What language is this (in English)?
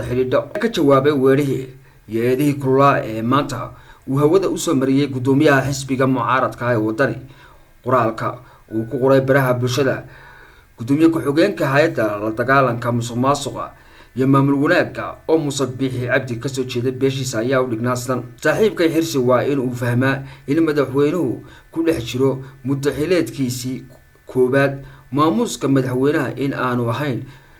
Somali